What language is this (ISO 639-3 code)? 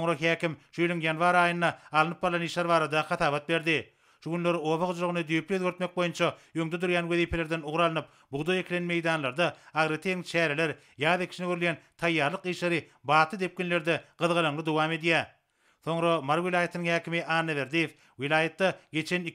tuk